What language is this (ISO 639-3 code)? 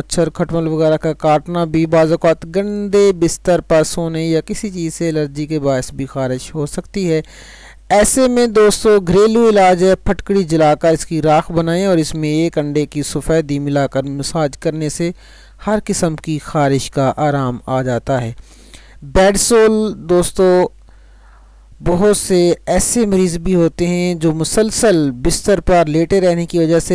urd